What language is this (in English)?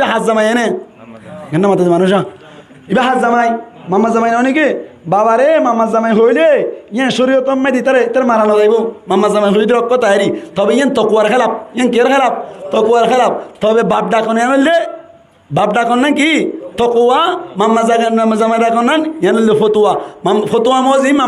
Rohingya